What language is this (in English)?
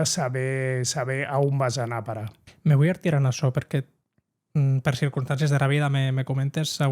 Occitan